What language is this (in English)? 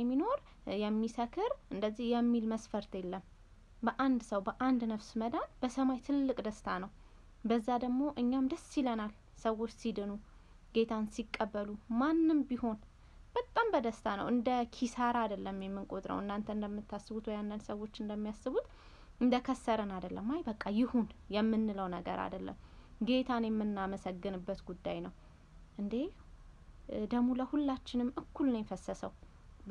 Amharic